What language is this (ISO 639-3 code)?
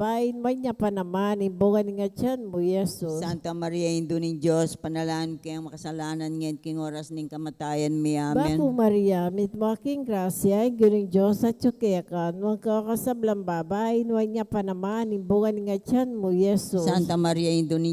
pam